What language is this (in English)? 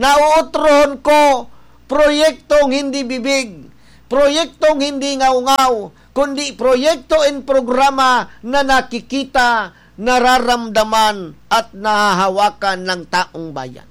Bikol